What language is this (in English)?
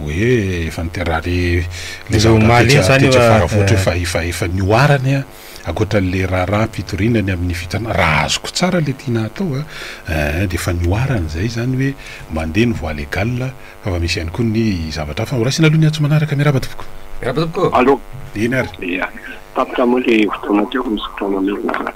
Malagasy